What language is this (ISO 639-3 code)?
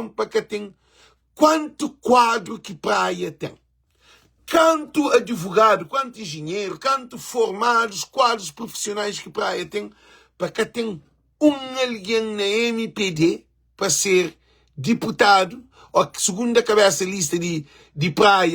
kea